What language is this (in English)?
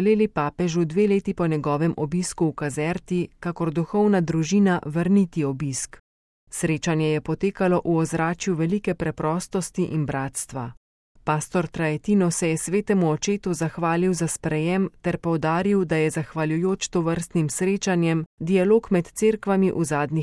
Slovenian